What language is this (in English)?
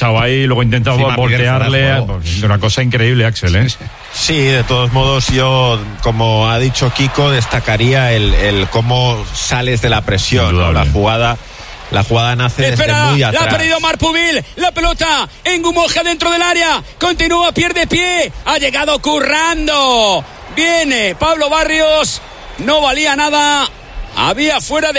Spanish